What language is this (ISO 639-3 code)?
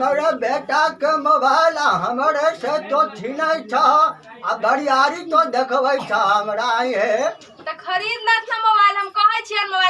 mai